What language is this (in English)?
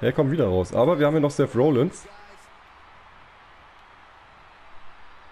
German